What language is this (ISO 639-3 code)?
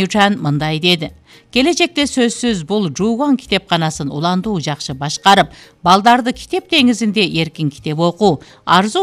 kir